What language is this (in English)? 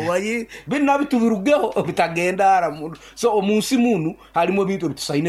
Nyoro